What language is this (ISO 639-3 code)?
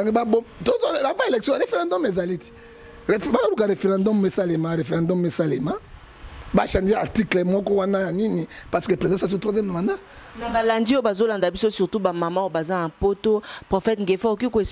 lin